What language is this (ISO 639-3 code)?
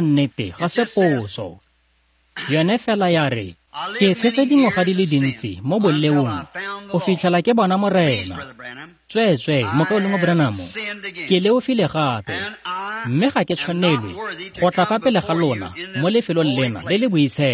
tsn